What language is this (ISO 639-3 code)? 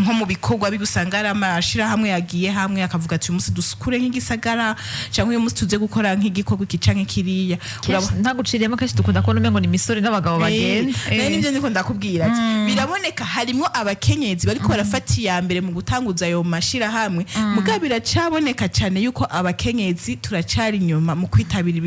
run